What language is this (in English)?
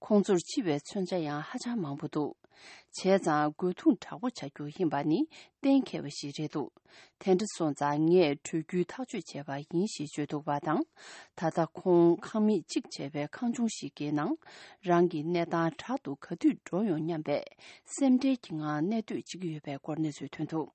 Tibetan